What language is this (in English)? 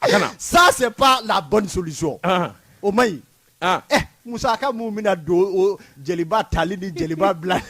Bambara